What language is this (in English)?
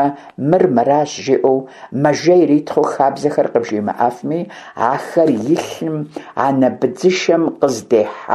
Kabardian